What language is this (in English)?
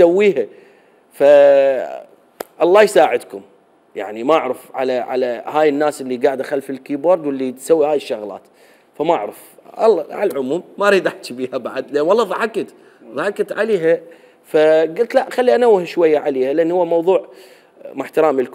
Mesopotamian Arabic